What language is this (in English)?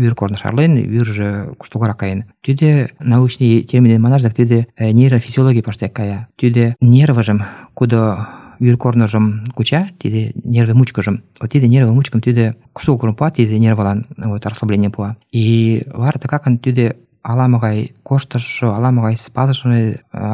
Mari